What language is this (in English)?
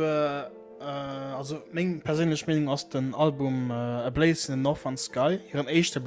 Luxembourgish